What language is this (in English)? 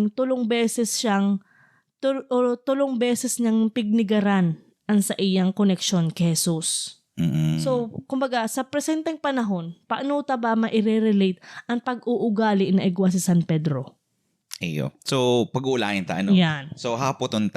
Bikol